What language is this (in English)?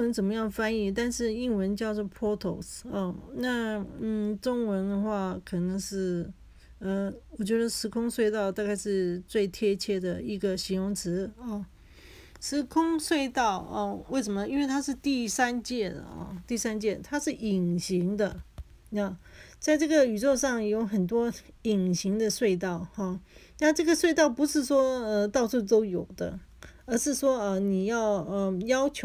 Chinese